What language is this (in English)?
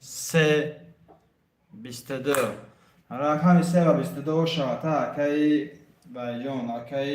Tajik